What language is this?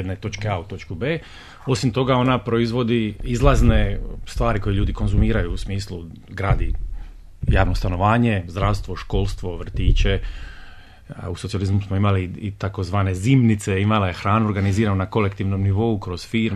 Bosnian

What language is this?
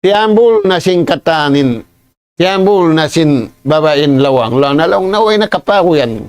Tausug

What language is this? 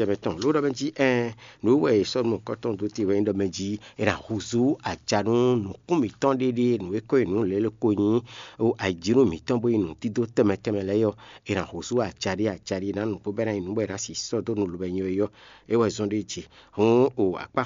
Fon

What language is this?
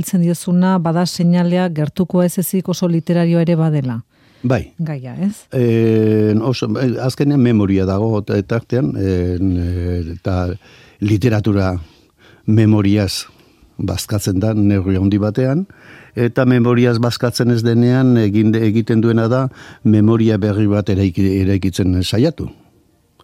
Basque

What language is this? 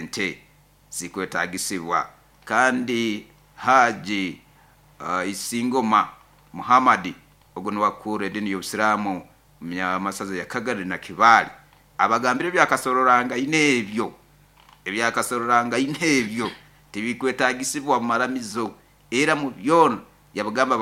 Nyoro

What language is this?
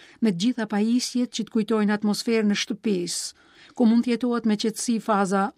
Albanian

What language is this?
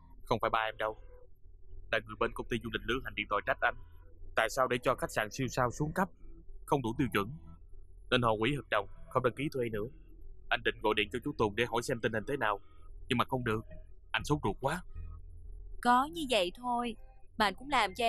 Vietnamese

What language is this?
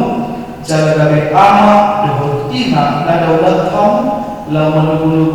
Batak Toba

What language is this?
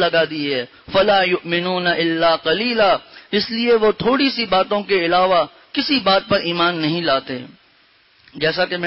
Urdu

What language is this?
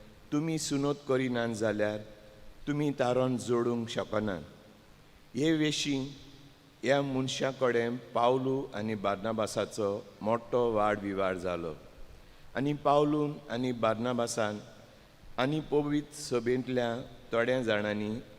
Konkani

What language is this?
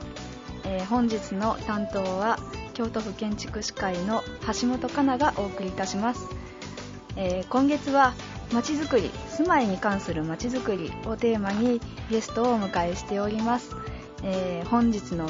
Japanese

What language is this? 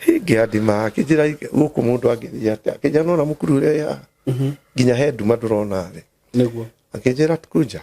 Kikuyu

